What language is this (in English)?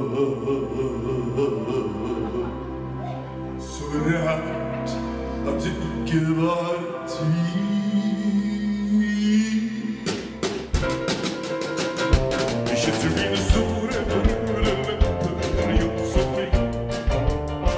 Norwegian